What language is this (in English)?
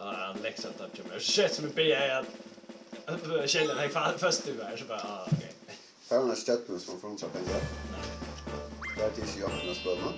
Faroese